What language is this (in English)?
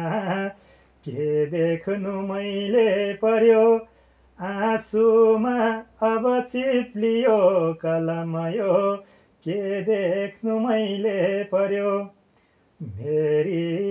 Nepali